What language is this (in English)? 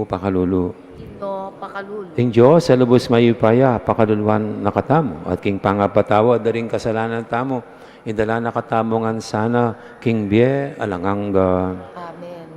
Pampanga